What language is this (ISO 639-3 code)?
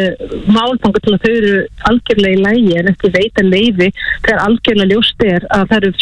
isl